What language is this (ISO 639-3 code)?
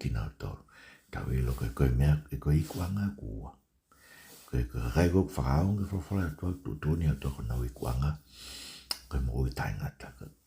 ton